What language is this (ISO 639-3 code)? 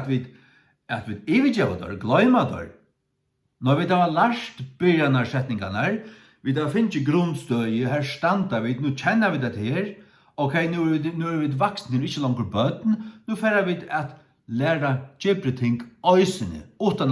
fao